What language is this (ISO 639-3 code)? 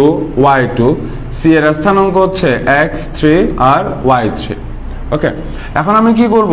ben